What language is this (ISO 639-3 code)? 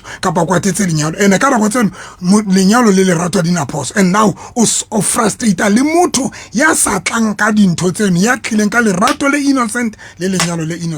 sot